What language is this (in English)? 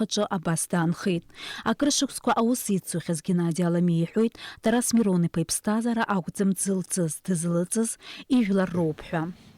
Abkhazian